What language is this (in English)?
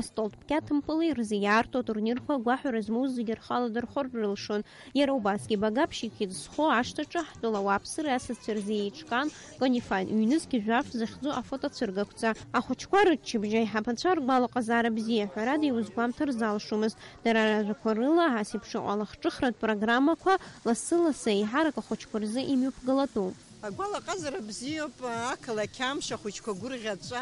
Abkhazian